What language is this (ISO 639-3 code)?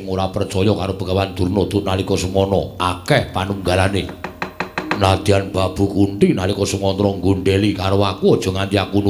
jav